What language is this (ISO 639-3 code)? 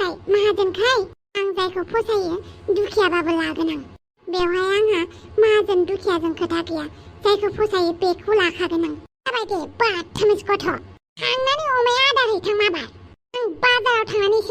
brx